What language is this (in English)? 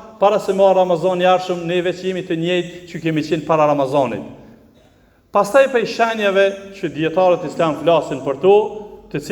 Albanian